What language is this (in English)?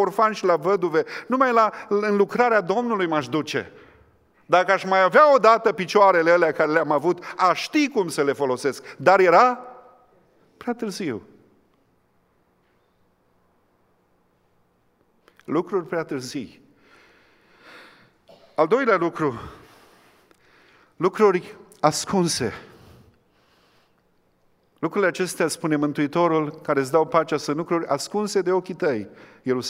Romanian